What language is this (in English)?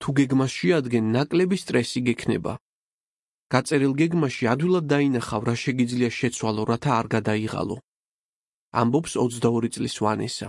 Georgian